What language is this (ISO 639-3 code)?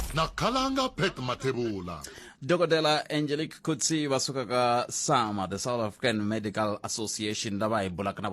tso